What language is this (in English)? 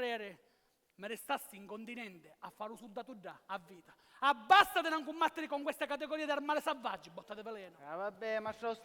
Sicilian